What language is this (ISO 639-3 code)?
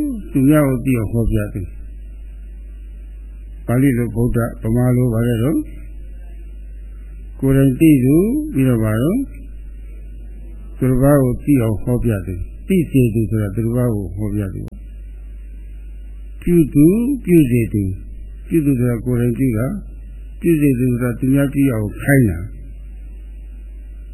mya